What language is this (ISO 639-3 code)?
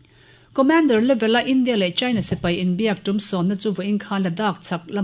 lus